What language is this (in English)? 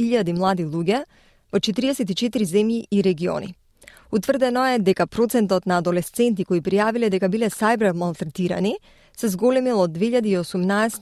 Macedonian